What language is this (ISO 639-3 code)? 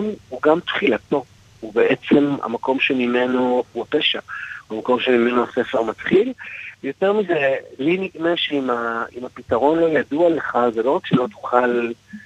heb